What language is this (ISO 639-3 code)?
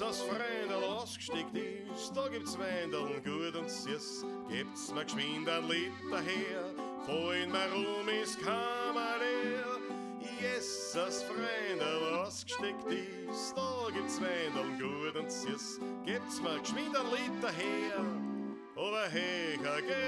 bar